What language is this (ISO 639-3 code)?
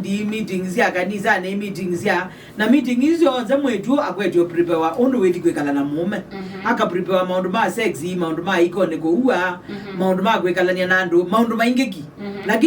kam